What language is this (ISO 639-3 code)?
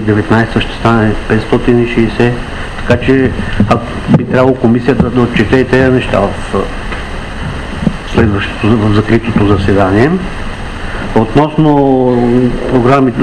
bul